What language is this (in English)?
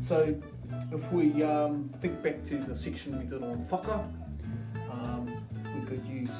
Māori